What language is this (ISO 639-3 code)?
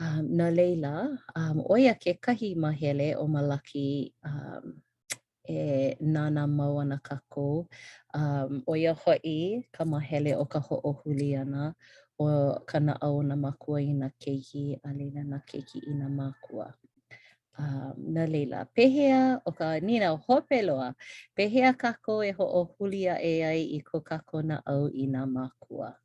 haw